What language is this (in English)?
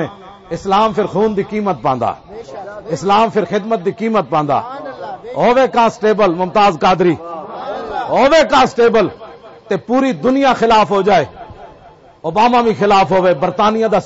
Western Panjabi